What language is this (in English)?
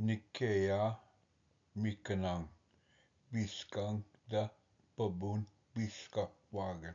Ojibwa